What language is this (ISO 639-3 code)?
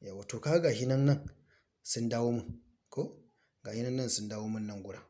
hau